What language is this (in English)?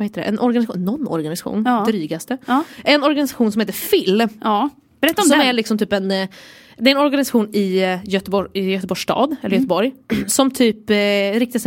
Swedish